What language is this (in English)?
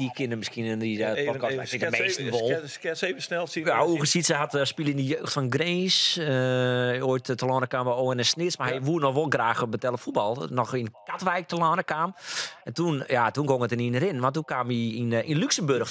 Western Frisian